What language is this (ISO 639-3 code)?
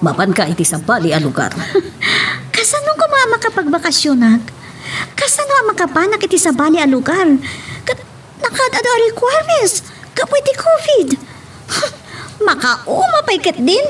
ilo